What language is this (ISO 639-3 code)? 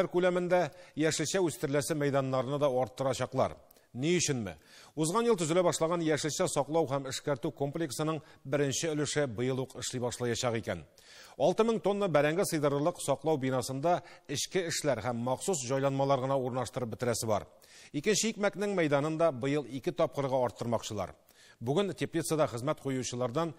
tat